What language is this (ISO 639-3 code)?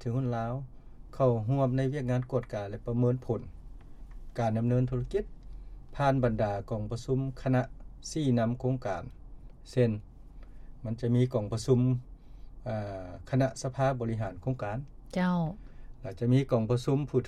lao